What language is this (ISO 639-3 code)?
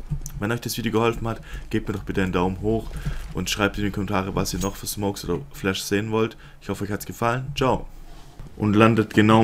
deu